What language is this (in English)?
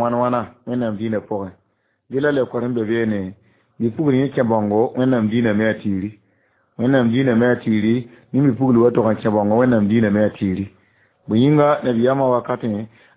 Mossi